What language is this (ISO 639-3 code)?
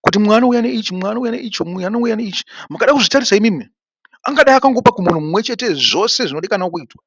sna